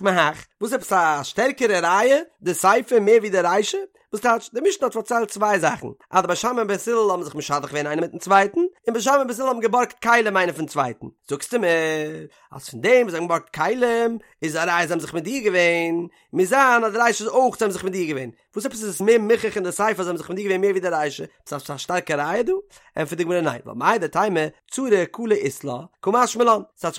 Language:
Yiddish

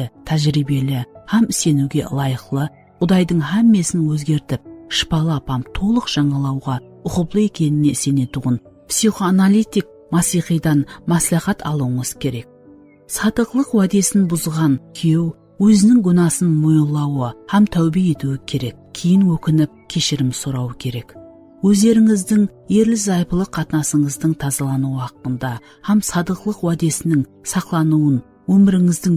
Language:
Kara-Kalpak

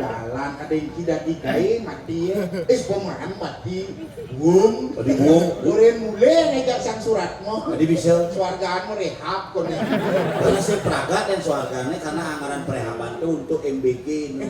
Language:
Balinese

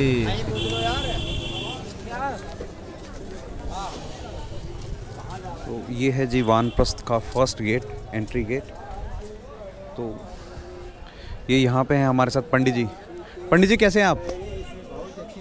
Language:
Hindi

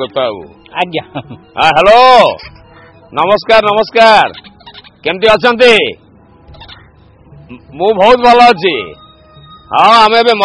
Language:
Odia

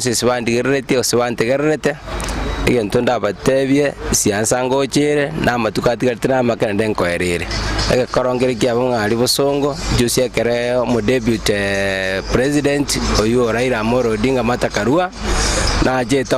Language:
Gusii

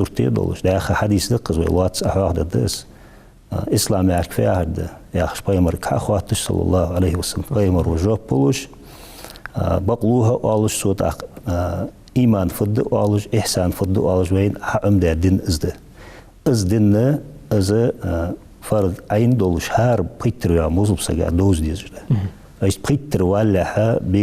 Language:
Ingush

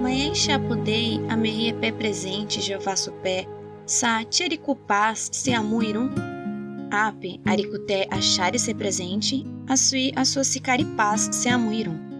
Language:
Nheengatu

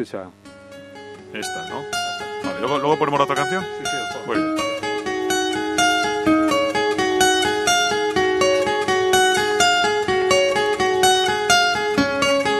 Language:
Spanish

